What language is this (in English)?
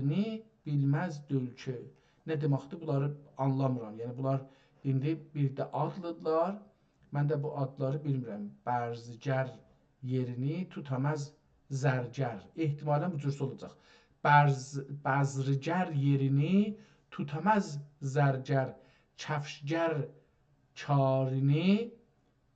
South Azerbaijani